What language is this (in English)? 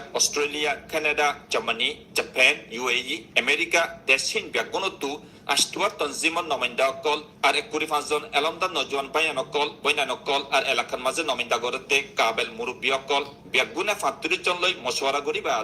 Rohingya